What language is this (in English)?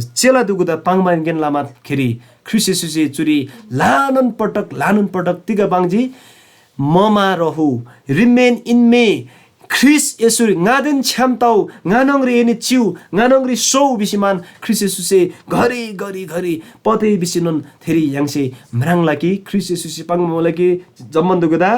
Eastern Tamang